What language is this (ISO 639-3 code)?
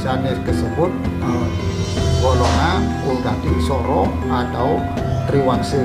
ban